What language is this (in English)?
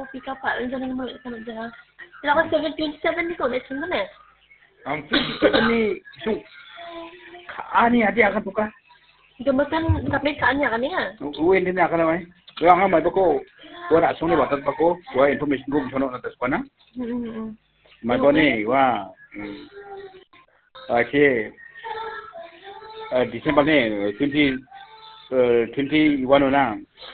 Khasi